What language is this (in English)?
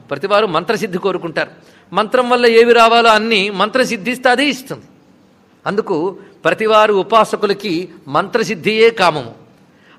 Telugu